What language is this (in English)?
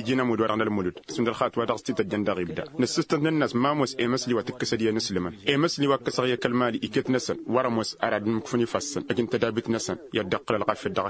Tamasheq